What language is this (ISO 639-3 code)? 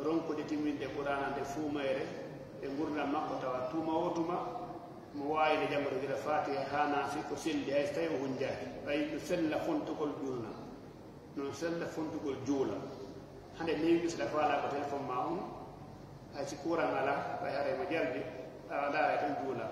ful